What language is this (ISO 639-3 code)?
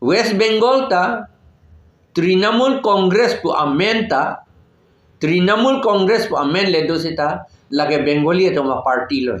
mjw